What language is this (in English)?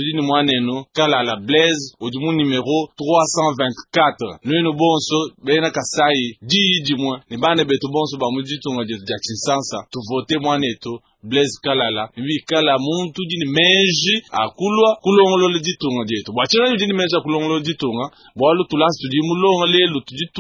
Luba-Lulua